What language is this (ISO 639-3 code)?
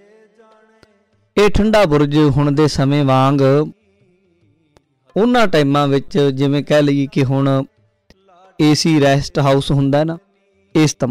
pan